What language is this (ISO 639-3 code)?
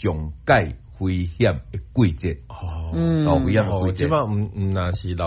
nan